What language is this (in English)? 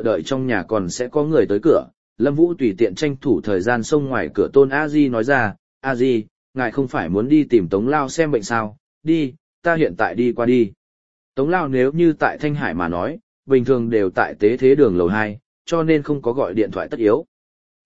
Vietnamese